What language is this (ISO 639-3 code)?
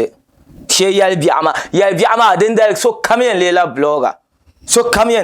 dag